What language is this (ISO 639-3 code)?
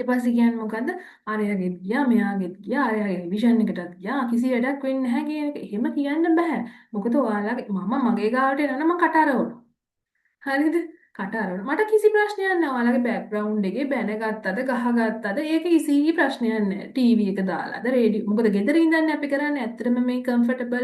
sin